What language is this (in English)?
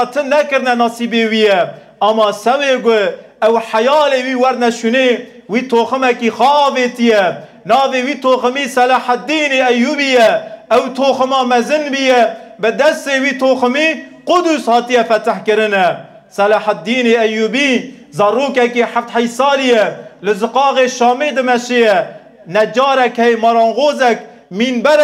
Kurdish